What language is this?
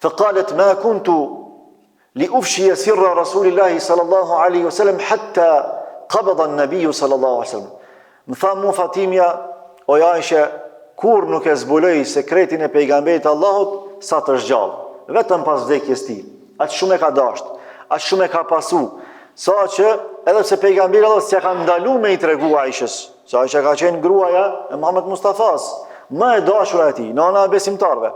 Albanian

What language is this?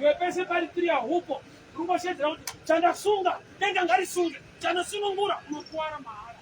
Shona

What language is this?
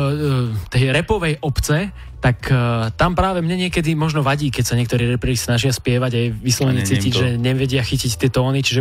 Slovak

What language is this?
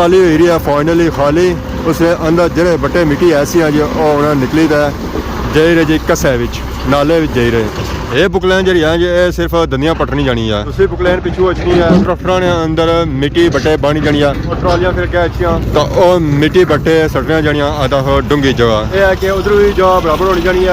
Pahari-Potwari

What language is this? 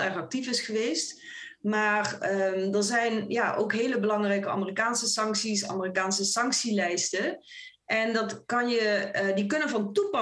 Dutch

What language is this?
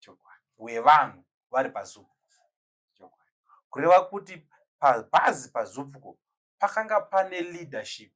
Shona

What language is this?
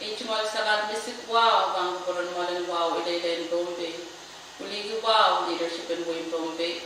Pohnpeian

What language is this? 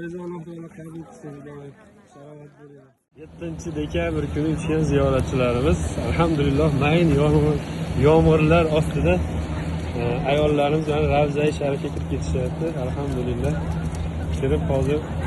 Uzbek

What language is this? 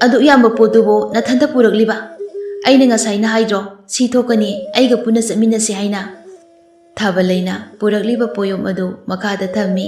Manipuri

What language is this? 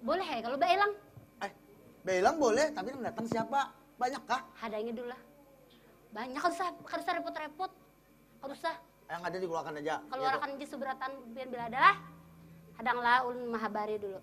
Banjar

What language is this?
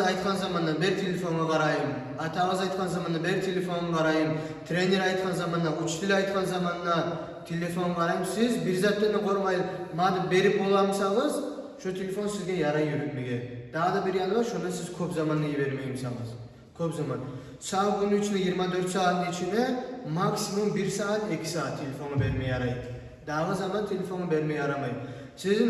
Kumyk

